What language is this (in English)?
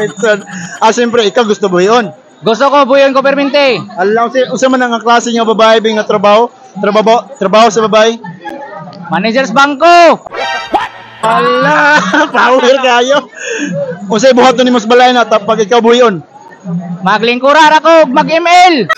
Cebuano